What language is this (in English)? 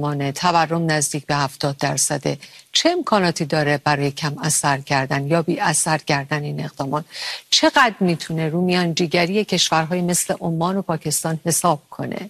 Persian